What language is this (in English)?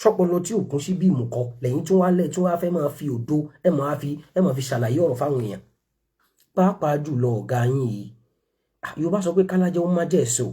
Yoruba